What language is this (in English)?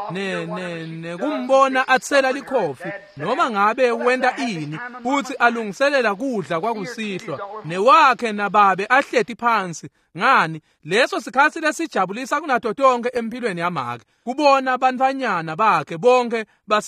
Swati